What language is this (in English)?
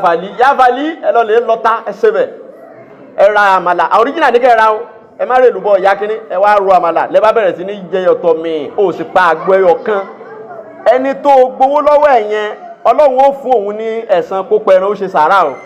Yoruba